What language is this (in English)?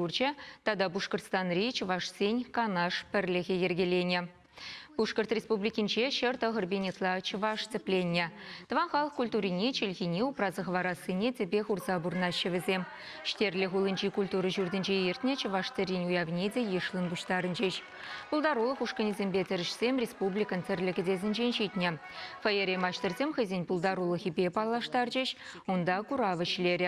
Chuvash